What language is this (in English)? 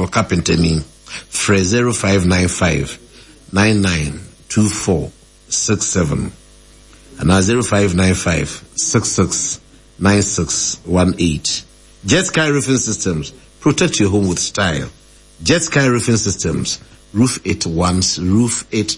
Akan